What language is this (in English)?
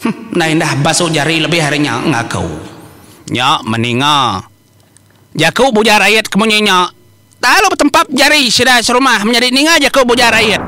Iban